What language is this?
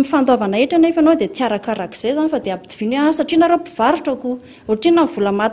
Malagasy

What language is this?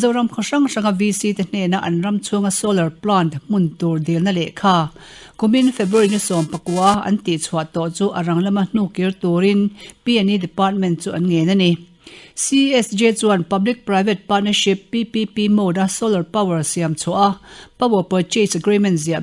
Mizo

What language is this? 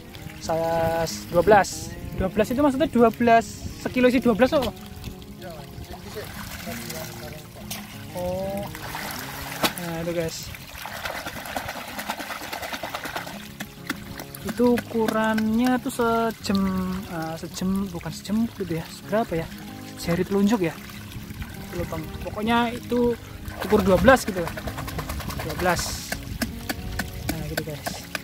Indonesian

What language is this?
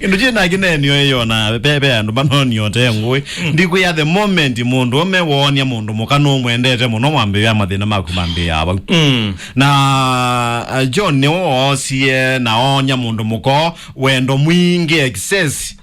Kamba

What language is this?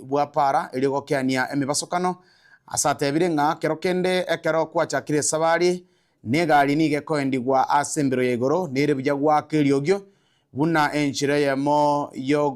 Gusii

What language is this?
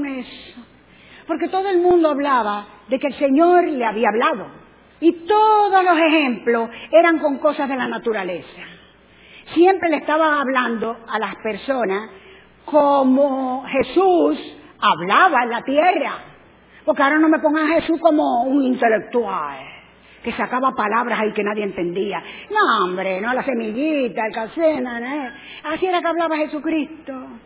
Spanish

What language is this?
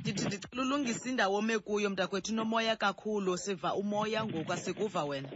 Xhosa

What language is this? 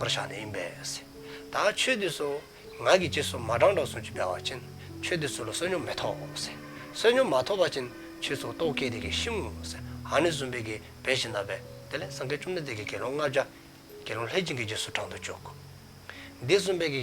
Dzongkha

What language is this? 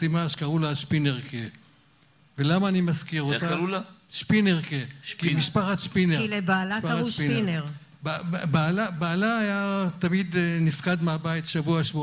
Hebrew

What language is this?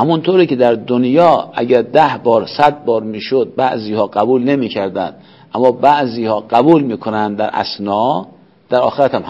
Persian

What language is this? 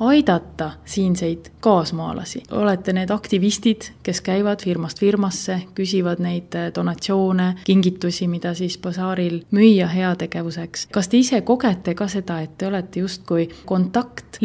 Estonian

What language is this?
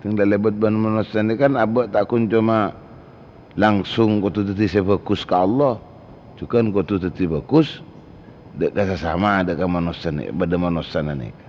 Madurese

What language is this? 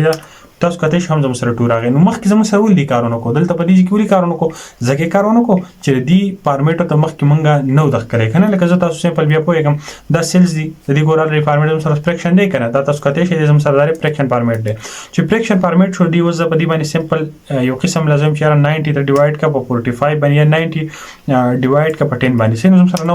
Pashto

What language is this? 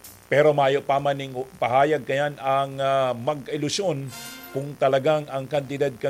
Bikol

